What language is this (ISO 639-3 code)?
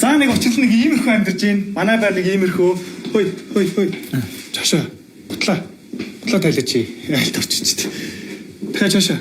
mon